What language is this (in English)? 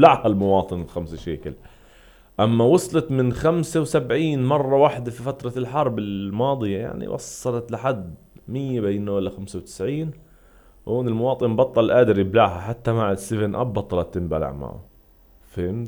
North Levantine Arabic